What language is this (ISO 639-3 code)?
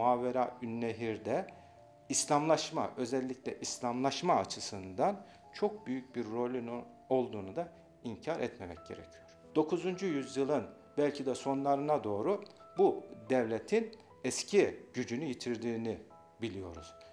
tur